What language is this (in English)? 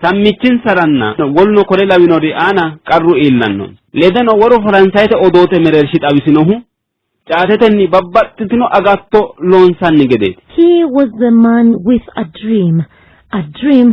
Sidamo